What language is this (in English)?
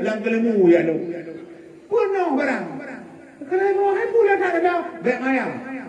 Achinese